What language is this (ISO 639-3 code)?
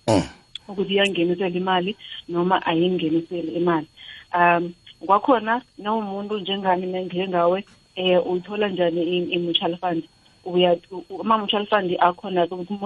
nbl